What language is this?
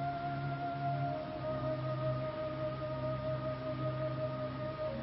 Hindi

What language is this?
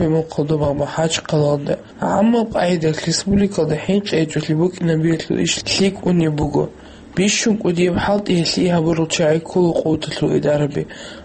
Avaric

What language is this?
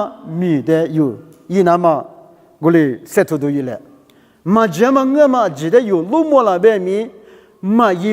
Lisu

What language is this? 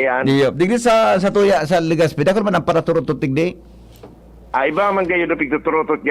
Bikol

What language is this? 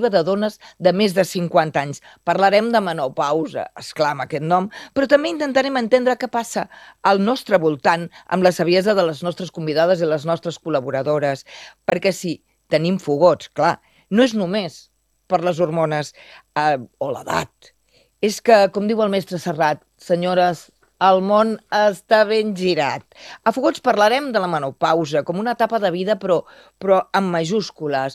Catalan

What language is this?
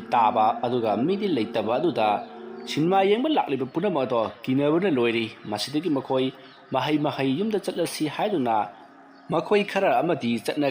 Manipuri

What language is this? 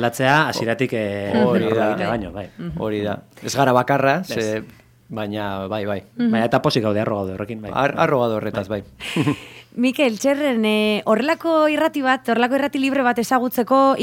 Basque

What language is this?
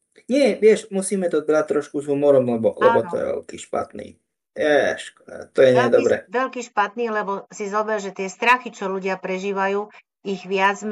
Slovak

